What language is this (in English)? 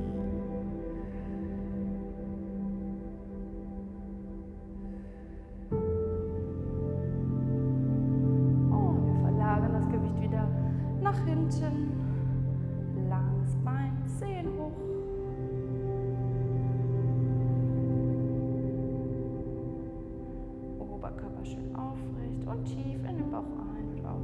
German